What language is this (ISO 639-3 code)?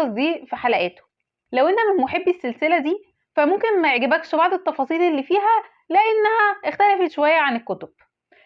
arz